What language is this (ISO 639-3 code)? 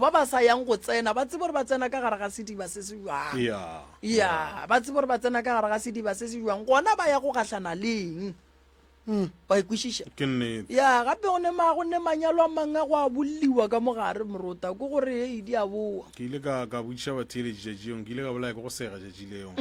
nso